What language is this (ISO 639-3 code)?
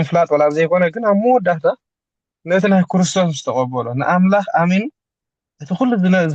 tir